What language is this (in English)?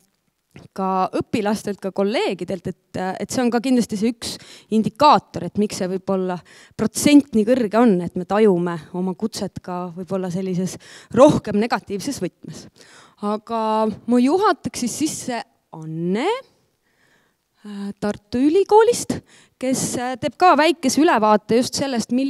Estonian